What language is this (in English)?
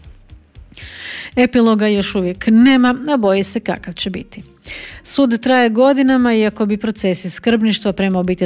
Croatian